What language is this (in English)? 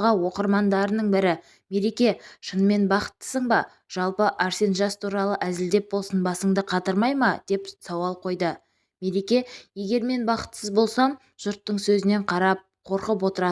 Kazakh